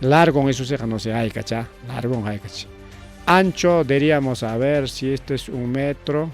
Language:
Ayacucho Quechua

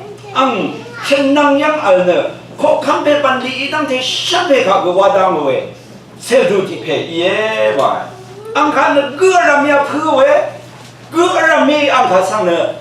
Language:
Rawang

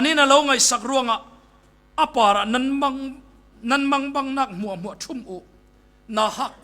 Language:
Falam Chin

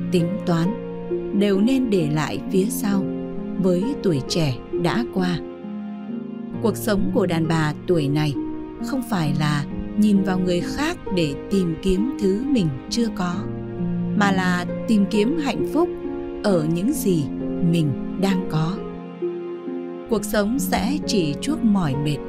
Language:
Vietnamese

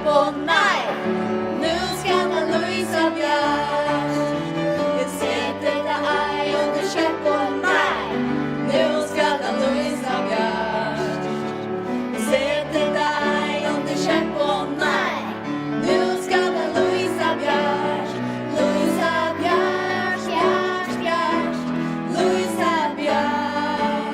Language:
Faroese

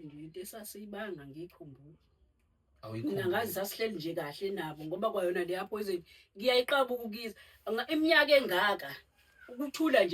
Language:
Zulu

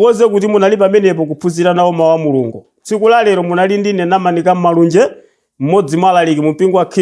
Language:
Nyanja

